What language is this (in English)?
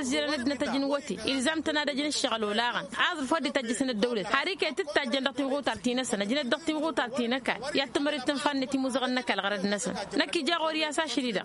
Tamasheq